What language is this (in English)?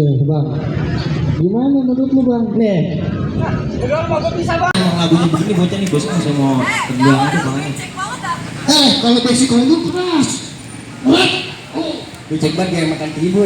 Betawi